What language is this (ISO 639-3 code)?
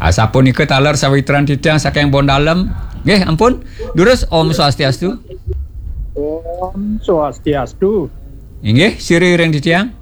ban